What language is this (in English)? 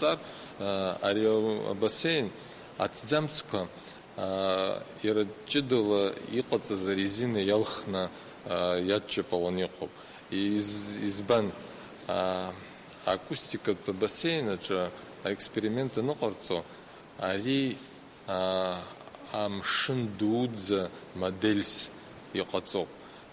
Abkhazian